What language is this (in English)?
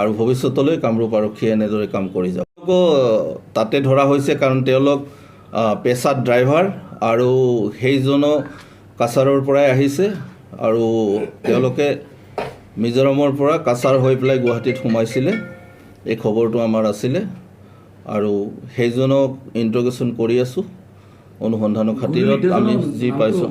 Assamese